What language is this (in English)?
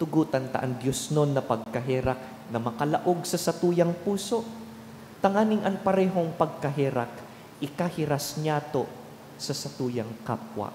Bikol